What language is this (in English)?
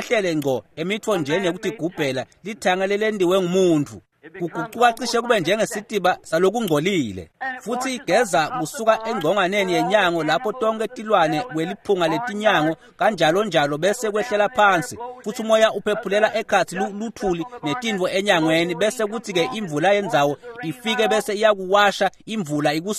Swati